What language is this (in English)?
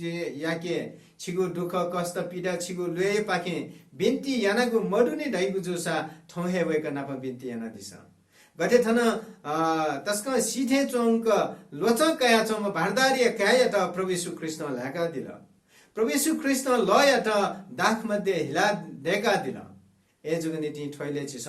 Newari